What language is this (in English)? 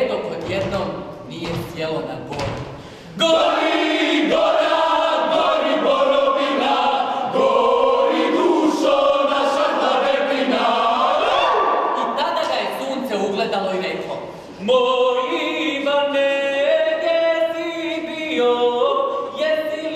Croatian